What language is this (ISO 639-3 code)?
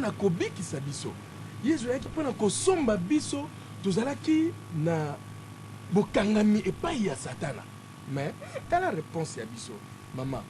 lin